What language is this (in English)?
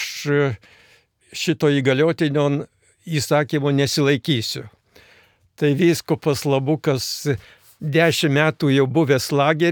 Lithuanian